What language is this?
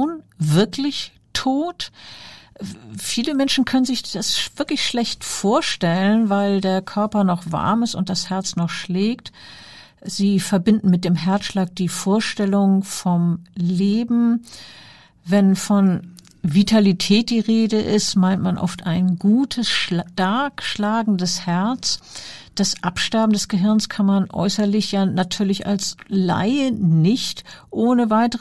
German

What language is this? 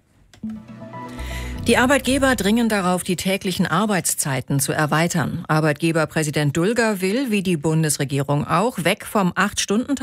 German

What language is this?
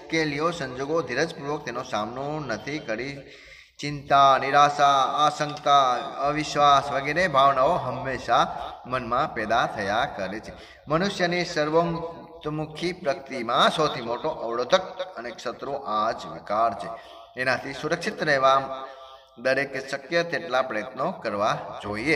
Gujarati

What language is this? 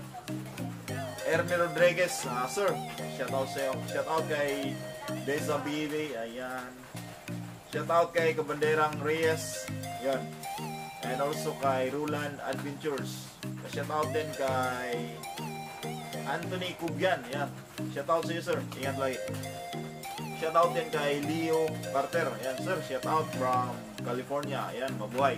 Filipino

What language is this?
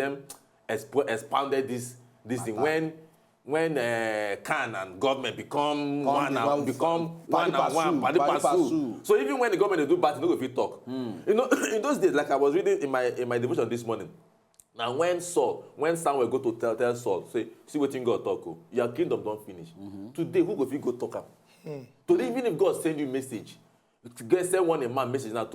Nigerian Pidgin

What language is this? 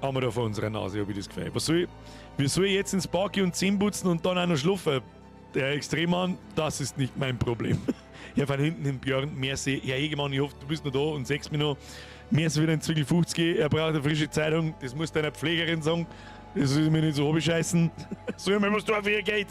Bavarian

